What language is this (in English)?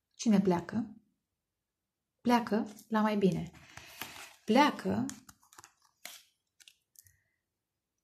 Romanian